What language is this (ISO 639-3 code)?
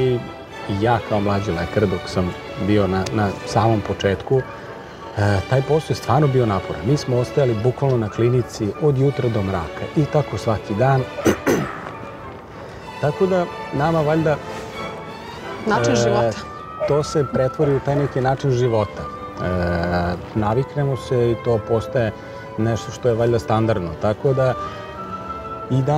srp